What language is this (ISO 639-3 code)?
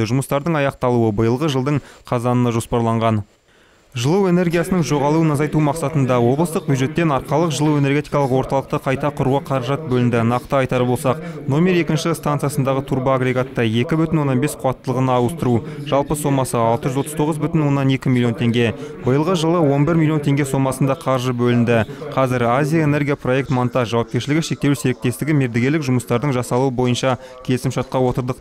kaz